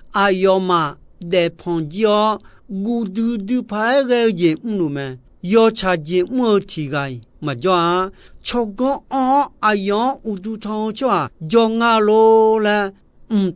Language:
Akha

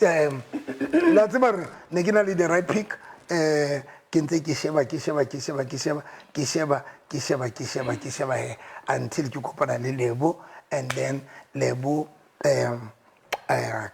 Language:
Southern Sotho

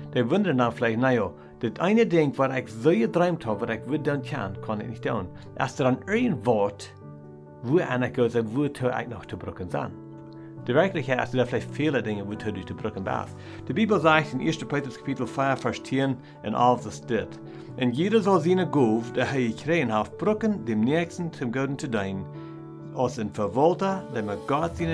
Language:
Plautdietsch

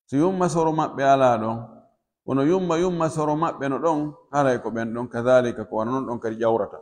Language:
Pular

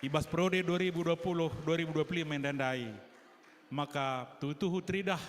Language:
Batak Karo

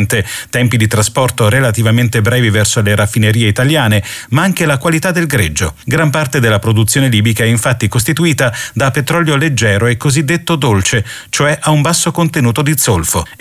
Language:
Italian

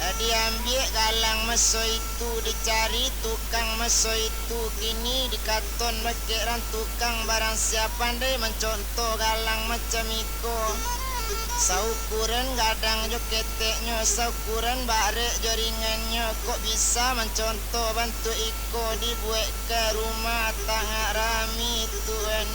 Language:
Minangkabau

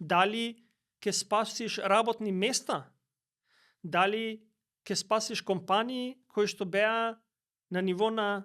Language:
Macedonian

